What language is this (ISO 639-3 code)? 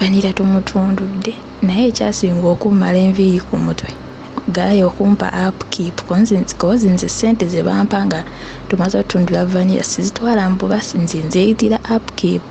lug